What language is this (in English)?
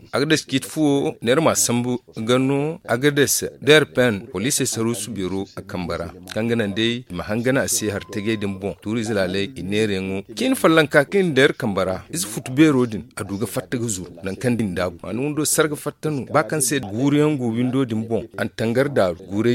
Zarma